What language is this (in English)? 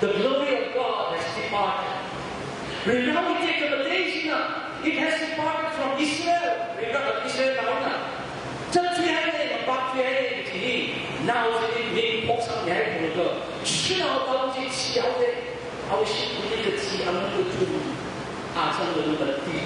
Tangkhul Naga (India)